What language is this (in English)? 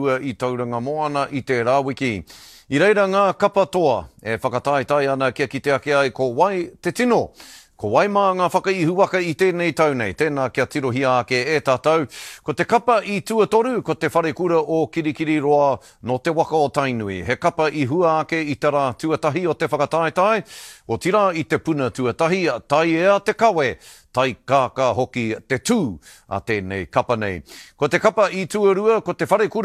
Māori